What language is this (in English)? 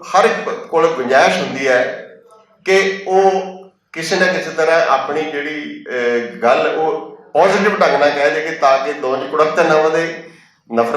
Western Panjabi